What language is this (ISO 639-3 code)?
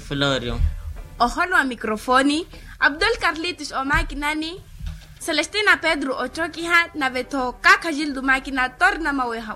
vmw